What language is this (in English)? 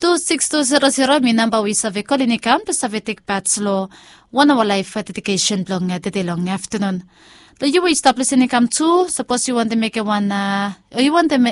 Bislama